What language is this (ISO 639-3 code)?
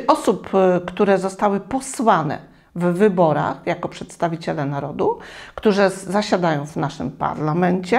pol